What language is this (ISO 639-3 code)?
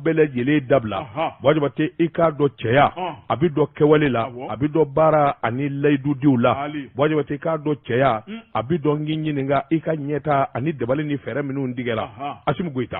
bam